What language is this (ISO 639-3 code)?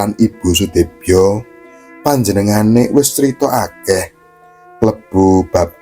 jav